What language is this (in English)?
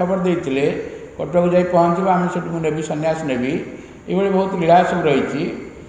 Odia